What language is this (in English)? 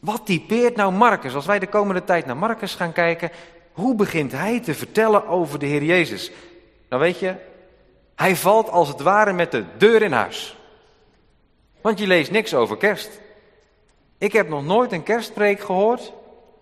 Dutch